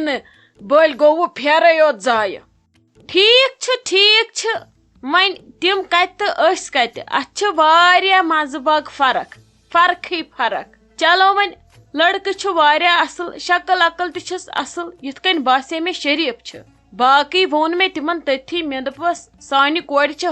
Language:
Kashmiri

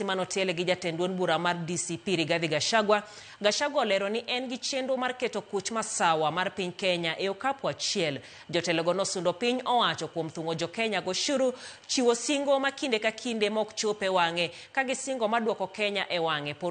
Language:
Luo (Kenya and Tanzania)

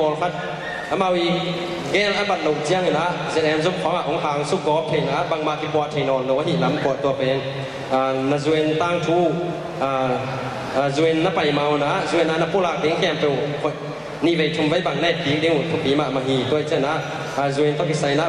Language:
Tedim Chin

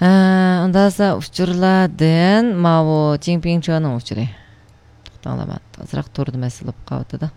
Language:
Uyghur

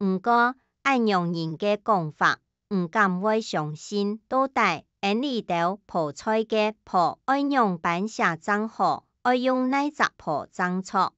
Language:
Hakka Chinese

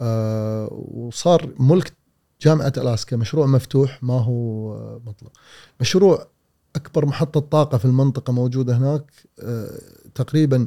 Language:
Gulf Arabic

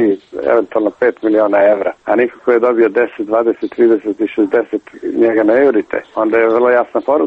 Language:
Serbian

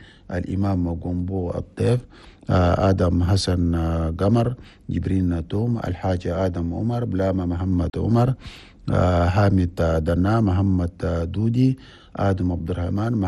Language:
Chadian Arabic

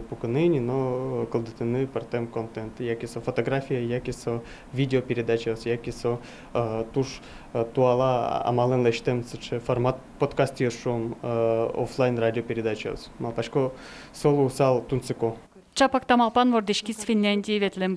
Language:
Udmurt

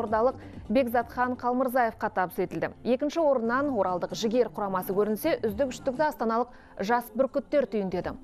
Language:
Kazakh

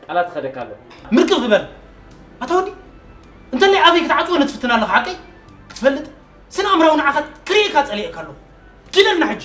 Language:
Tigrinya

